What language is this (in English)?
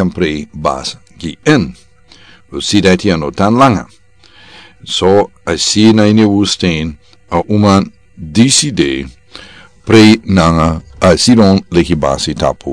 Sranan Tongo